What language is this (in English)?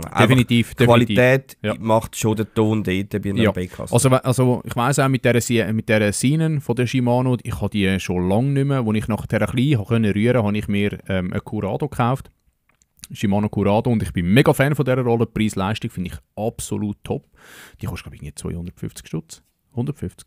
Swiss German